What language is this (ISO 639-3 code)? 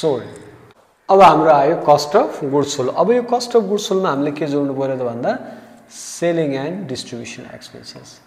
nep